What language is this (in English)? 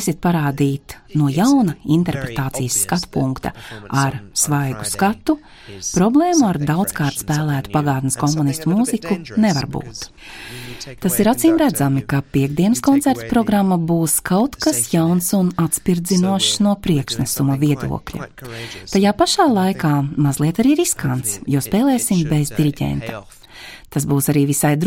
Latvian